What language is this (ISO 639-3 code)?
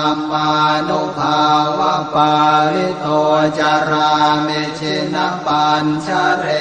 pli